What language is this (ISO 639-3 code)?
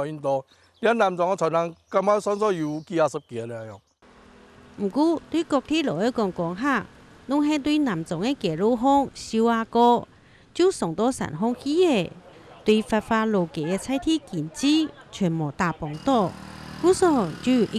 hak